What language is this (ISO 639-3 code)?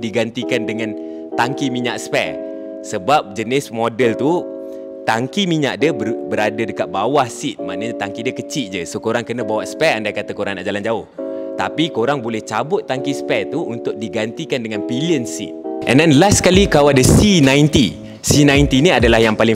msa